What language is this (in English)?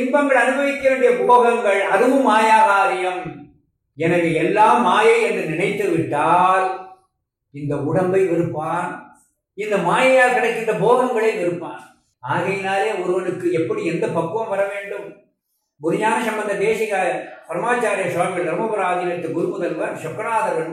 Tamil